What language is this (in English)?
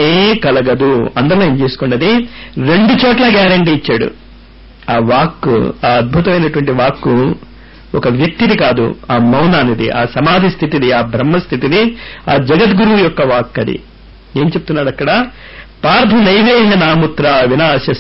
Telugu